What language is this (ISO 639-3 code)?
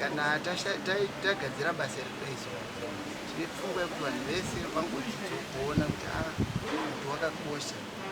sna